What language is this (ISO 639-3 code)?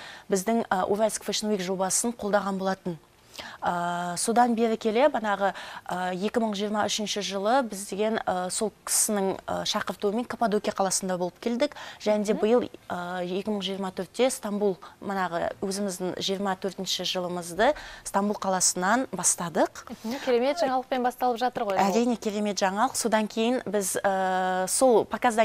kaz